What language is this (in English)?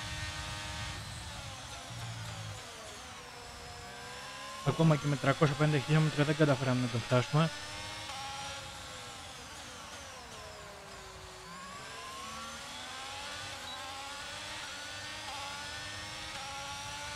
Greek